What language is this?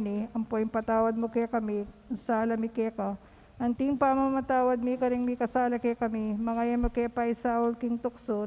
Pampanga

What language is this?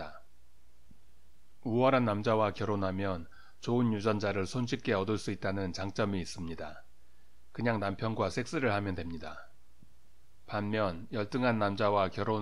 Korean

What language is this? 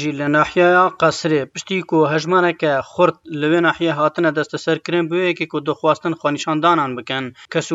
Kurdish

